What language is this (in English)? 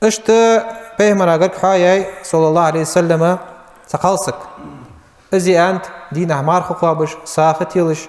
Ingush